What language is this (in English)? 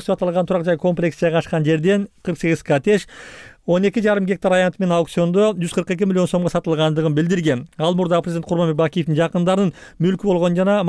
Kyrgyz